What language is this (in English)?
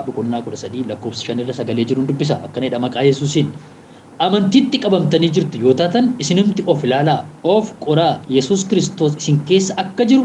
Oromo